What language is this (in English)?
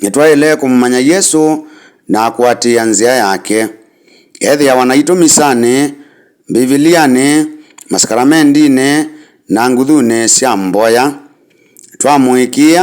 Kamba